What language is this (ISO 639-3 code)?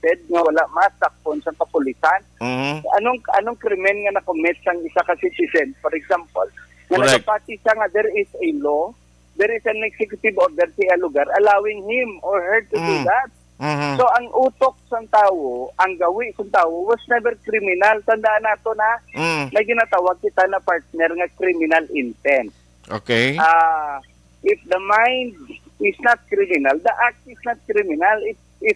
hil